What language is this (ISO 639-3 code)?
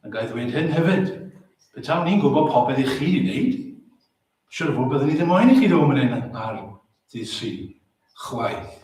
cym